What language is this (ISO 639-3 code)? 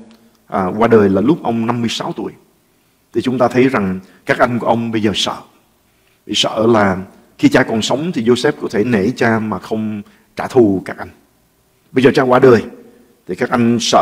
vie